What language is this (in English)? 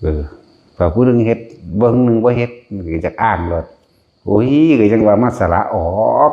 Northeastern Thai